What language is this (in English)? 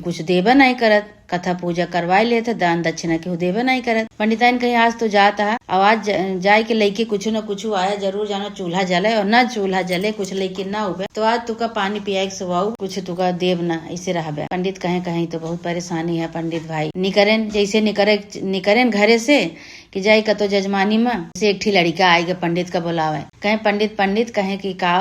Awadhi